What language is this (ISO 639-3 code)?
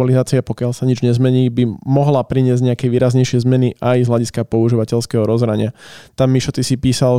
slk